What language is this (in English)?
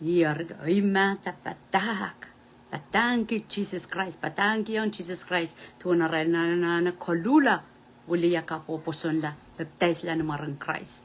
Pohnpeian